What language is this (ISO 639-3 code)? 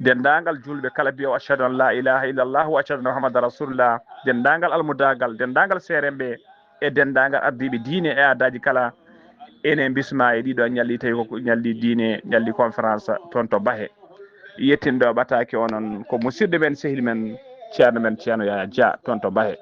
ful